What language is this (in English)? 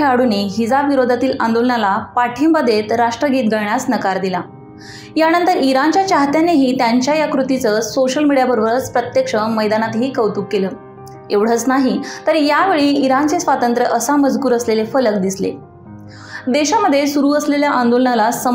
Marathi